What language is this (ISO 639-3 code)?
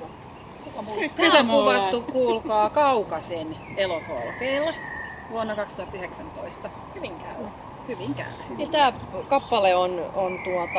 fin